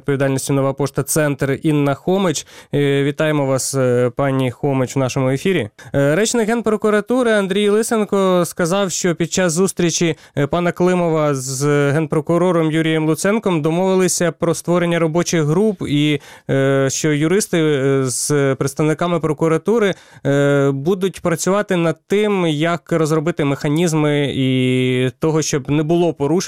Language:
Ukrainian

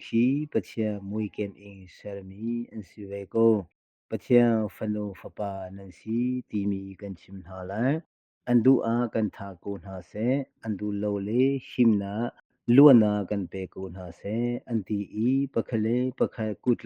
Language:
Hakha Chin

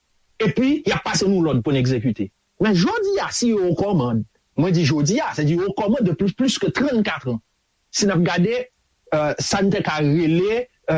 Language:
Haitian Creole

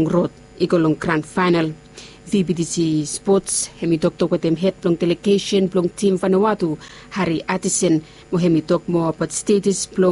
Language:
Bislama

